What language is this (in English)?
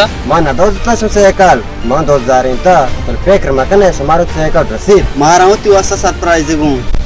Baluchi